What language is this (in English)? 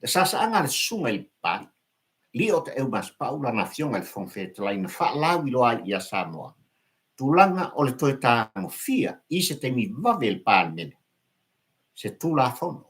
Samoan